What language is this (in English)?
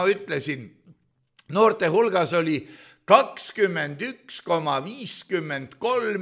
Estonian